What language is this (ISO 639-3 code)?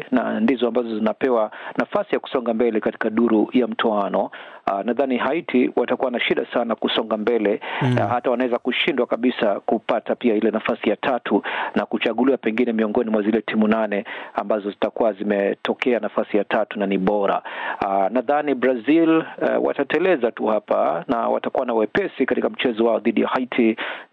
swa